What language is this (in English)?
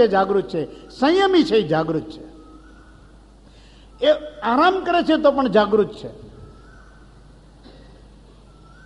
Gujarati